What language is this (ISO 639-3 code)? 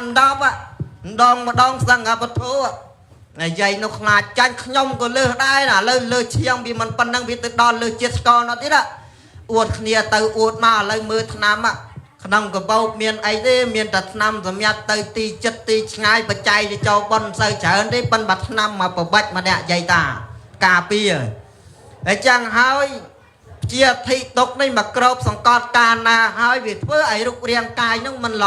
khm